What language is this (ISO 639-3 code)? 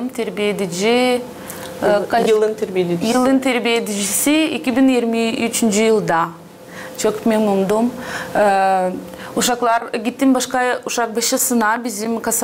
gag